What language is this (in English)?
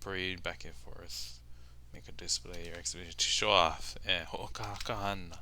Hawaiian